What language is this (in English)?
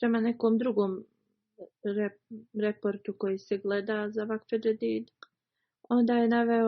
Bosnian